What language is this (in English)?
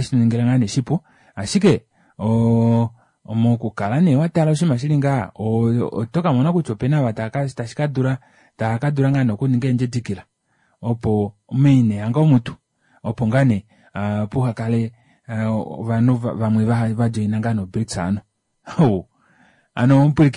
Kuanyama